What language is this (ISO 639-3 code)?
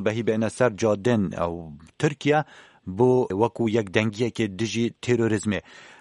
kur